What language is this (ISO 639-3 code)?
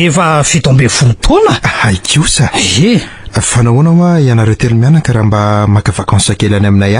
mlg